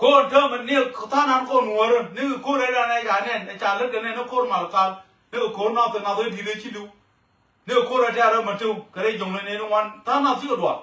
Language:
Nuer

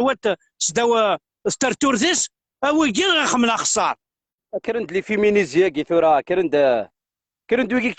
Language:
Kabyle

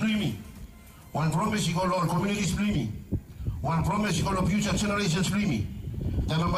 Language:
Bislama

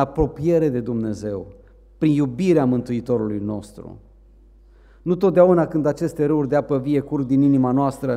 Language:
Romanian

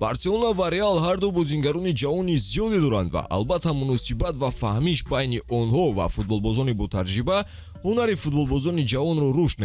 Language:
Tajik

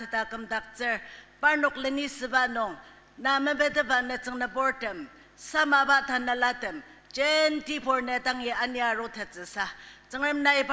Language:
Ao Naga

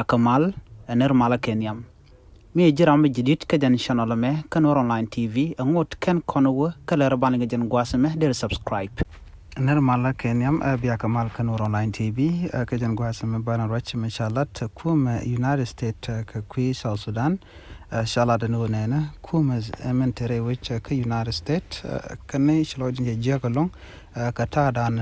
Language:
Nuer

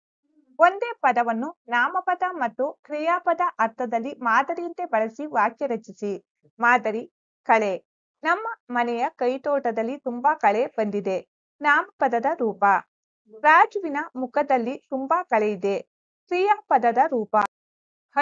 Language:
Kannada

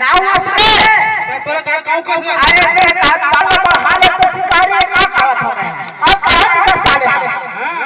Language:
Chhattisgarhi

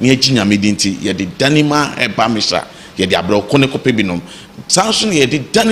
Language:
Akan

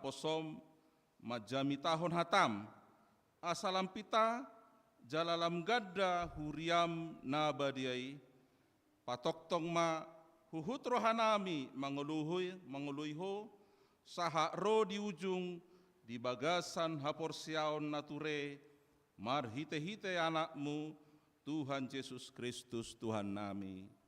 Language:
Batak Toba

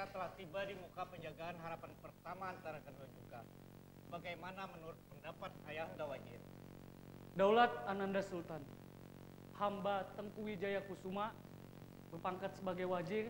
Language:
Banjar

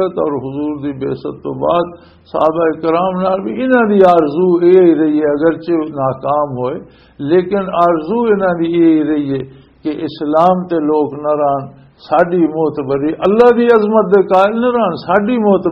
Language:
Western Panjabi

